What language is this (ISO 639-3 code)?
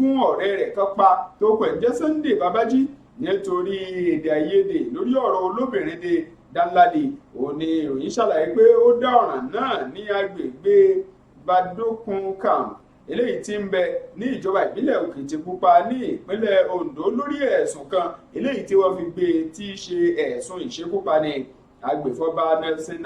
yor